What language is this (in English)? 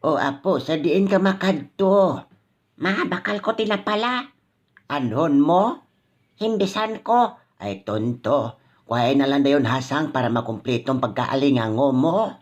Hiligaynon